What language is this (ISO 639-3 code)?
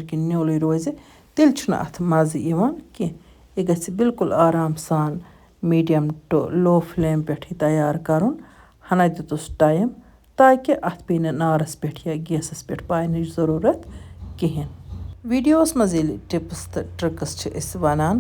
kas